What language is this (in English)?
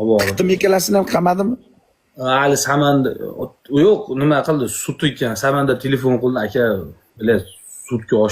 Uzbek